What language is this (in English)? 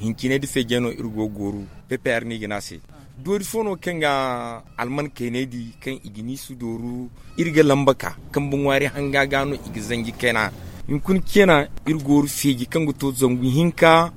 Zarma